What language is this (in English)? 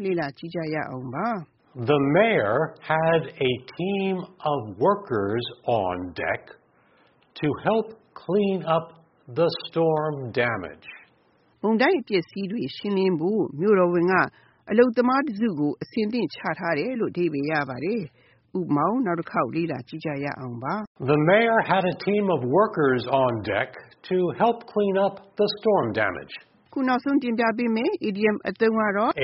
Burmese